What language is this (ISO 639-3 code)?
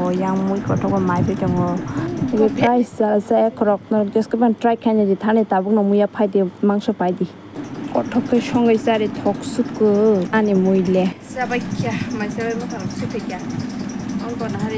trp